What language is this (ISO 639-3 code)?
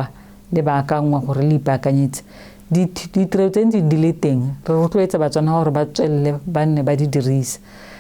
tsn